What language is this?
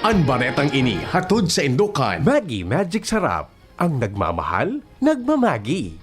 Bikol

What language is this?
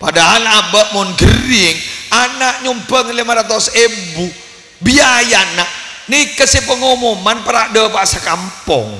Madurese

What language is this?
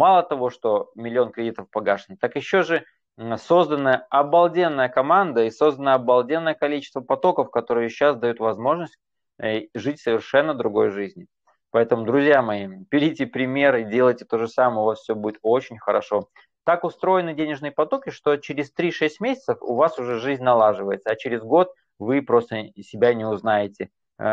Russian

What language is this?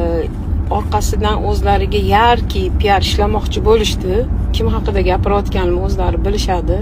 Uzbek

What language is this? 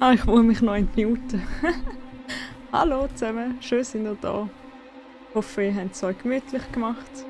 Swiss German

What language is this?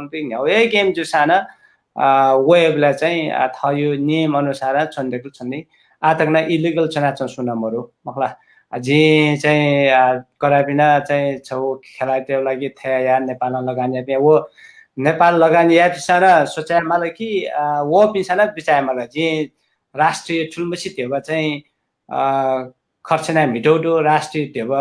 Newari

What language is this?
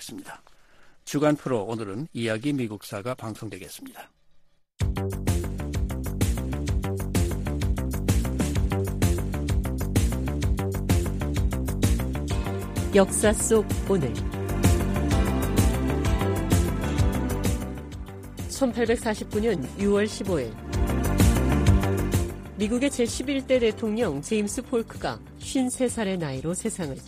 Korean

